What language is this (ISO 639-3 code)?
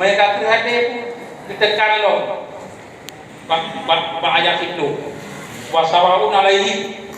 ace